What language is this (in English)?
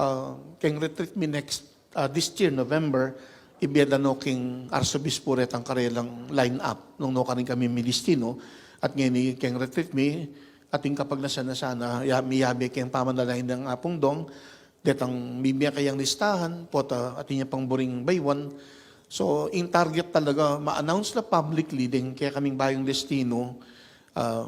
Pampanga